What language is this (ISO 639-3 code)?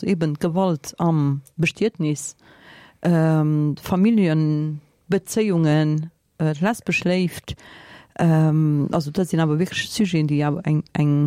ltz